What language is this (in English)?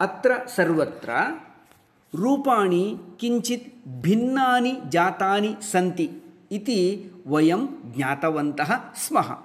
Sanskrit